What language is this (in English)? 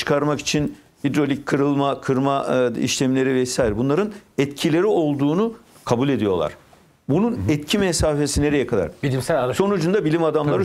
Turkish